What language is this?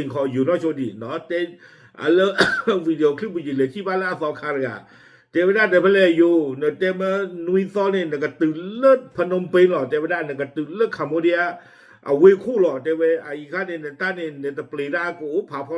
S'gaw Karen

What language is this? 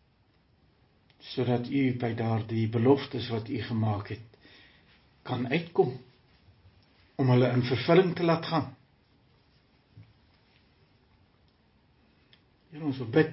Afrikaans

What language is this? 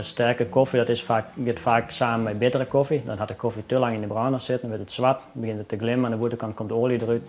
Western Frisian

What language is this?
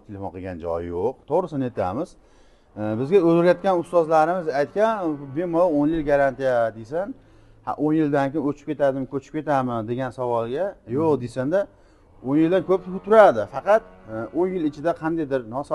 Uzbek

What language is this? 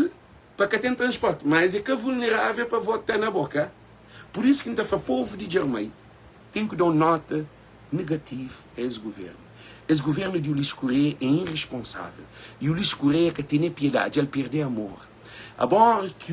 Kabuverdianu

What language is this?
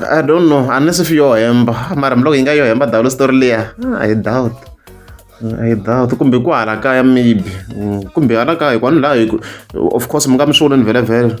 Tsonga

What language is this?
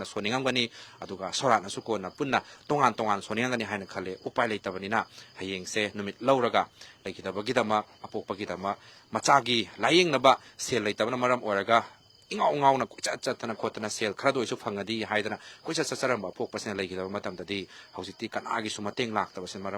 Manipuri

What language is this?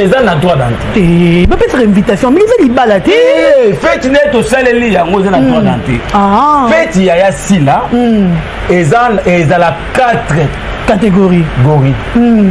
Lingala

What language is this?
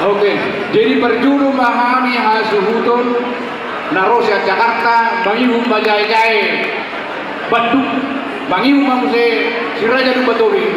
Batak Toba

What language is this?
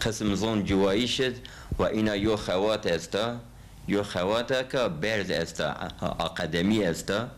Zaza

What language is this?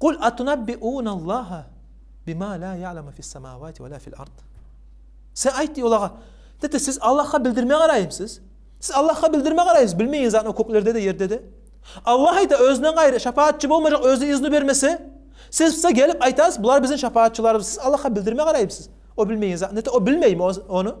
Kumyk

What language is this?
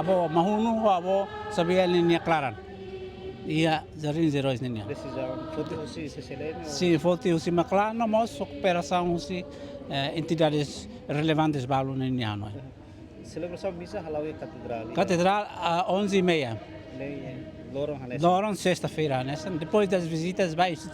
Tetum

